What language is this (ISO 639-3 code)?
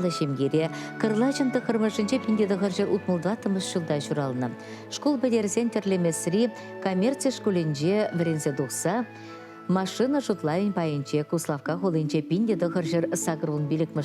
chv